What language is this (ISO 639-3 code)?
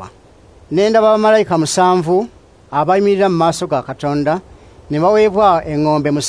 lug